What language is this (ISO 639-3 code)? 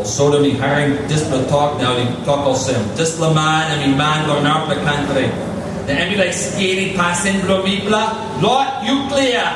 tpi